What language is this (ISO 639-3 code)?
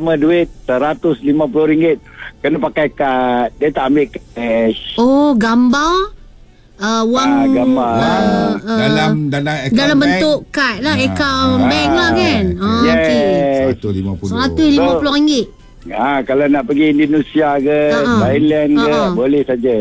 msa